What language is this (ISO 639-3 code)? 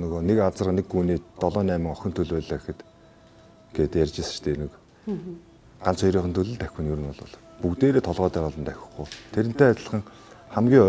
mon